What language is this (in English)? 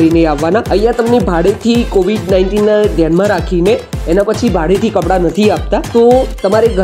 Gujarati